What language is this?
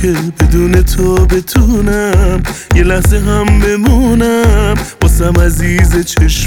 Persian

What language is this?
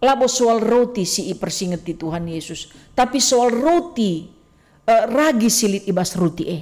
Batak Karo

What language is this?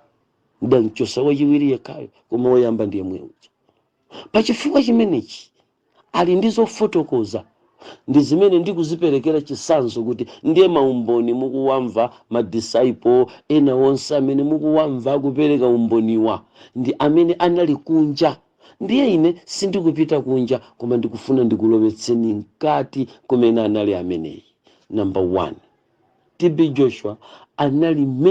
Nyanja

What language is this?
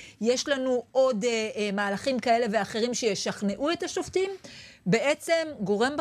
Hebrew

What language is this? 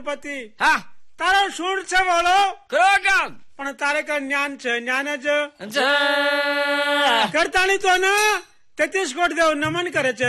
Gujarati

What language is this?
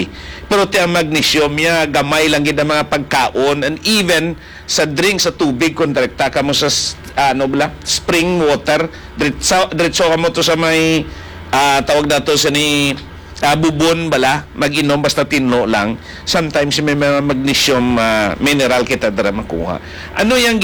Hiligaynon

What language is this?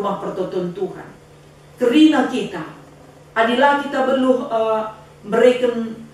Batak Karo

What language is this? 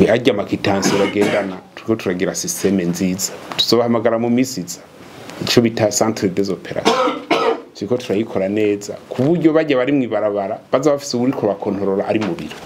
Rundi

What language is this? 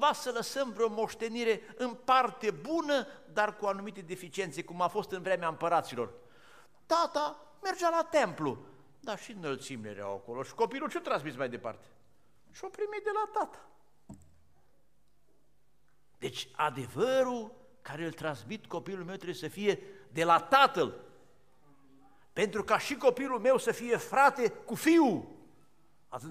Romanian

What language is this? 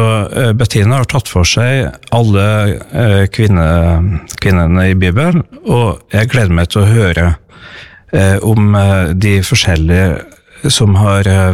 Norwegian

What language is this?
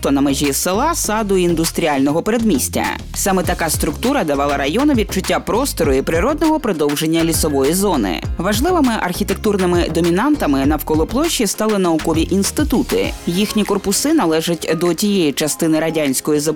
Ukrainian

